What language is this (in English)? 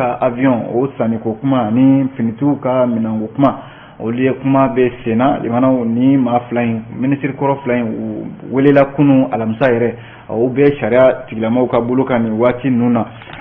Bambara